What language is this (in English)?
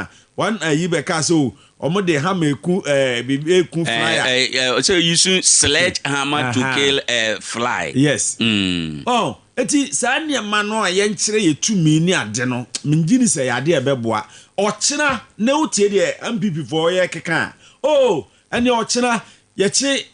Akan